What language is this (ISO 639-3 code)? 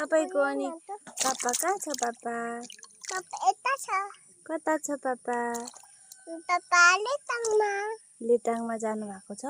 nep